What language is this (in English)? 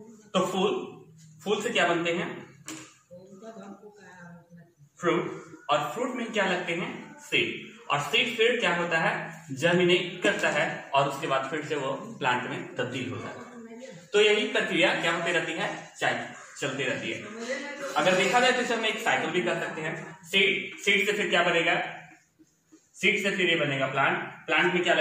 Hindi